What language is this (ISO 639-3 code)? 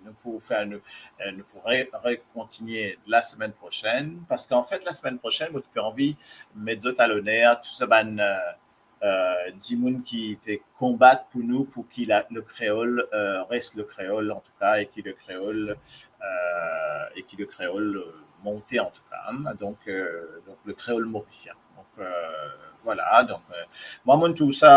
mfe